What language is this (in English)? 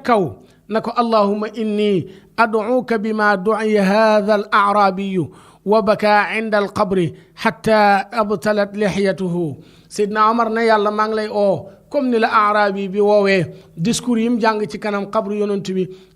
Wolof